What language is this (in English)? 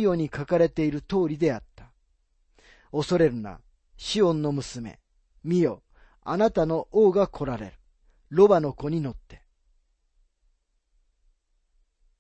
Japanese